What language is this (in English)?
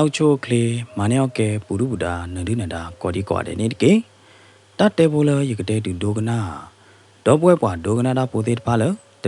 S'gaw Karen